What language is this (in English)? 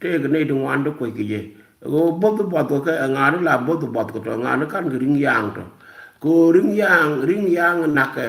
Nuer